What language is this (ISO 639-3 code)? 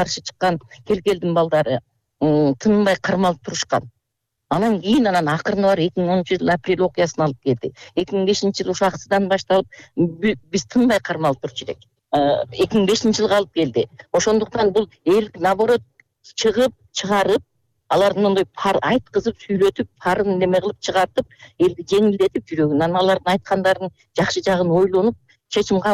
kir